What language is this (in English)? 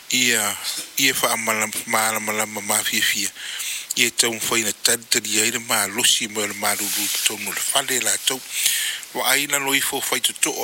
Samoan